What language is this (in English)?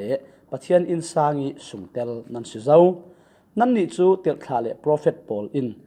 Falam Chin